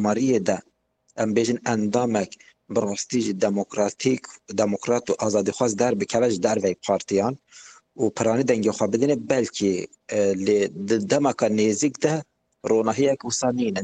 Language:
Kurdish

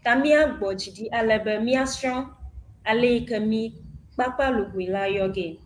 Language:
Ewe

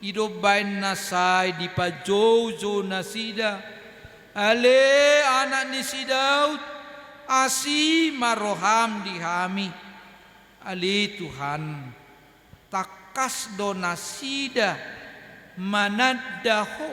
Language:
Batak Toba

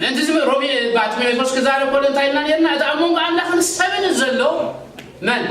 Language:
Tigrinya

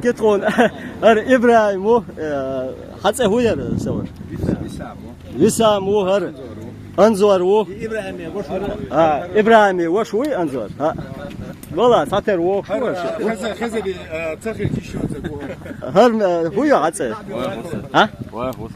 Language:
Chechen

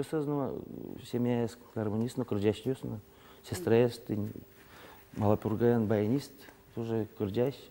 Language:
Udmurt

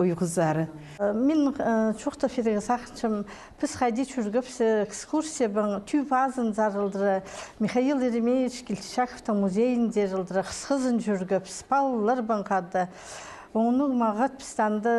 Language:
Khakas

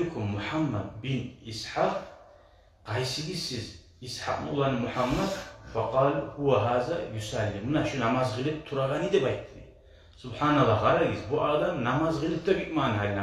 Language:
Kumyk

